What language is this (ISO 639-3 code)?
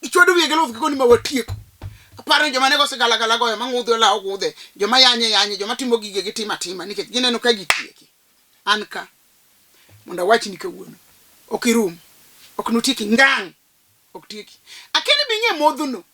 luo